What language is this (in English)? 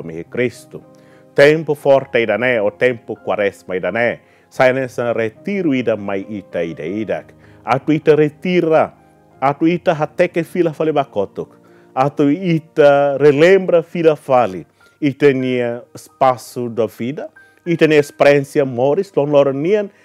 Tetum